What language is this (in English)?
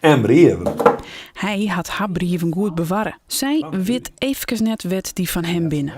Western Frisian